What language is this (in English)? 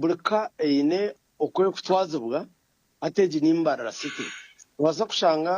Nyankole